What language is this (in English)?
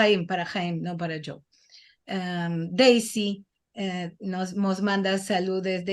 Ladino